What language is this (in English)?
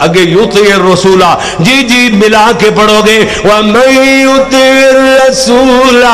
Western Panjabi